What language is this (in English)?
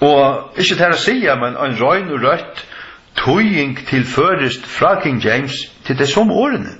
Faroese